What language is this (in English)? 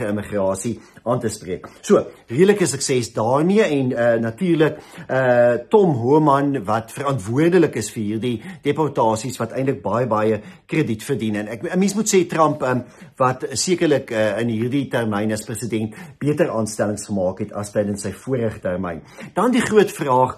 Afrikaans